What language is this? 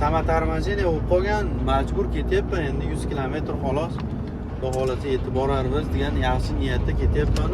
Uzbek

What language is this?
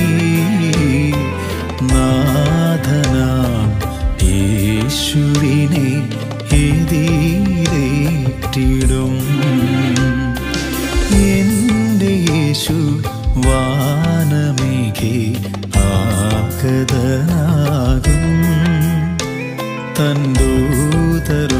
Malayalam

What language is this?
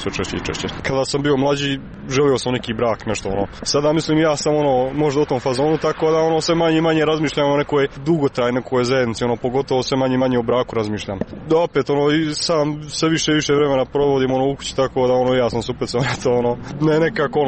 Croatian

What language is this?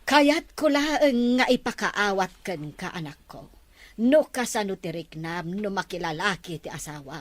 Iloko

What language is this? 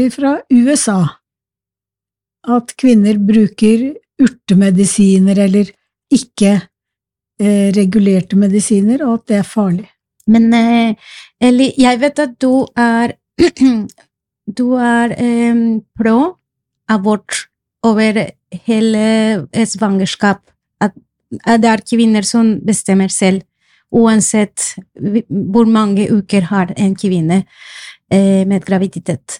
Norwegian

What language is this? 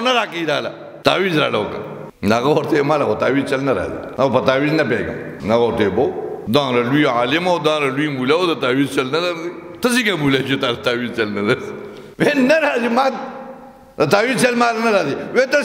Pashto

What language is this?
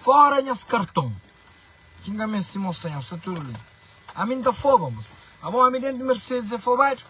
Kabuverdianu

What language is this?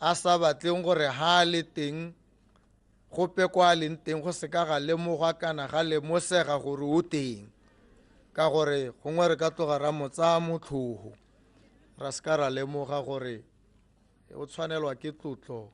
Tswana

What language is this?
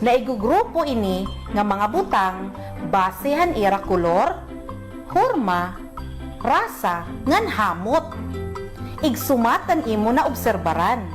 Waray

